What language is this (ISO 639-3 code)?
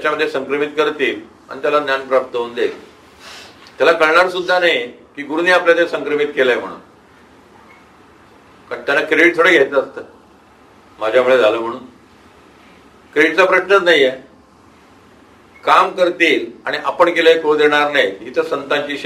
mar